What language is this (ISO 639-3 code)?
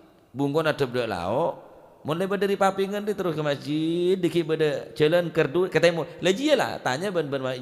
mad